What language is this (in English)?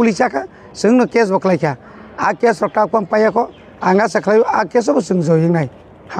Kok Borok